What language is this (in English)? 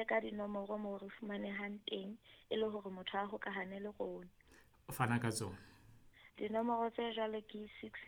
Southern Sotho